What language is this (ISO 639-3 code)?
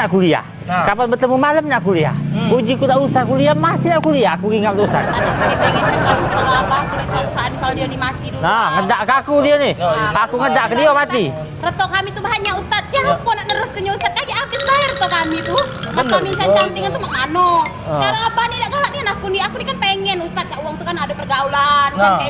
mui